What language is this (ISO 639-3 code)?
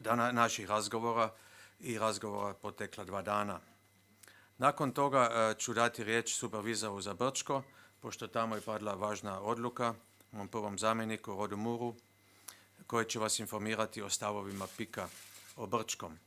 hrv